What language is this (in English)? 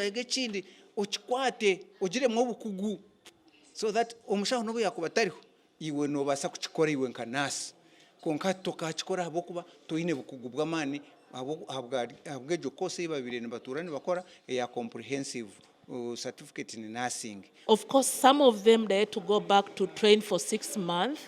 Nyankole